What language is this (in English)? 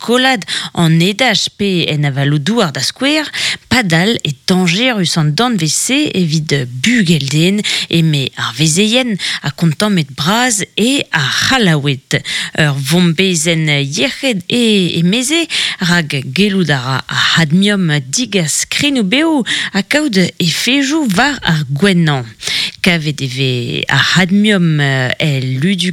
Breton